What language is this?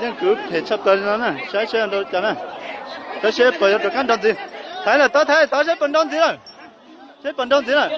Hmong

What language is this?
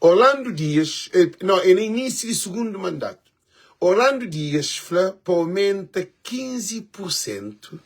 Kabuverdianu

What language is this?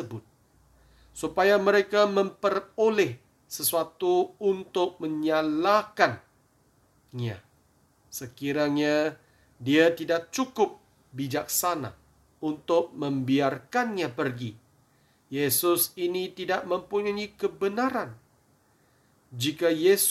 Malay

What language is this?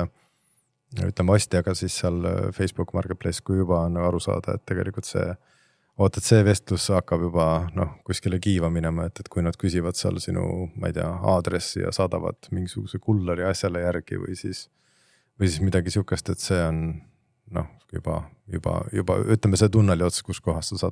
Estonian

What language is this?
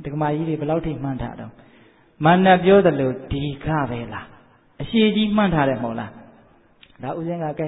Burmese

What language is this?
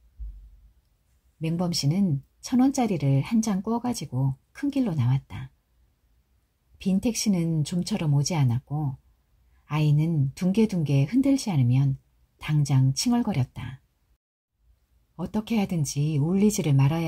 Korean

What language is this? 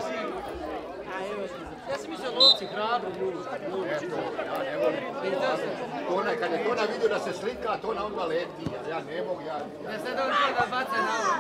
Croatian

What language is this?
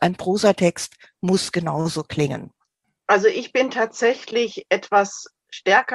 German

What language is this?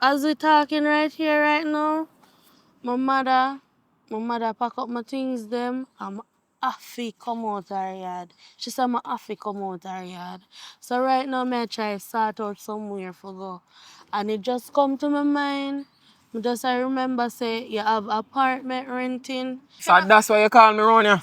Jamaican Creole English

